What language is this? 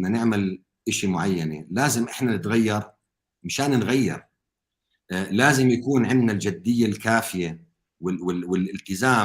North Levantine Arabic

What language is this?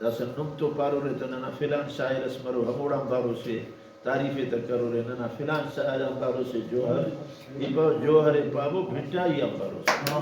Brahui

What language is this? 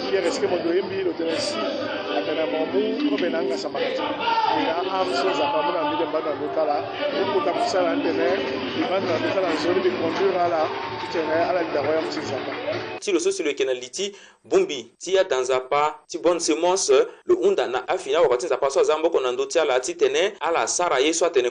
Sango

